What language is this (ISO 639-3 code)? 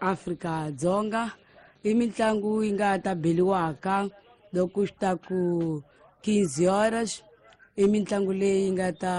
tso